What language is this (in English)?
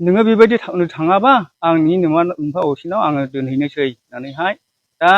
Bodo